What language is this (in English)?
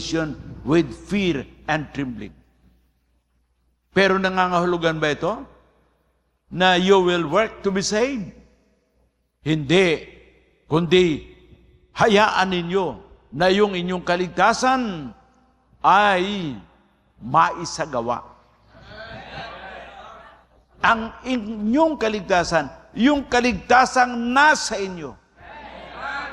Filipino